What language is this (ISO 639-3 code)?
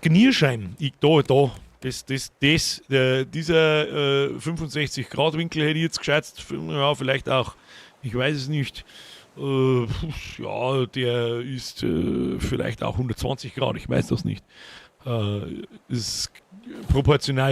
bar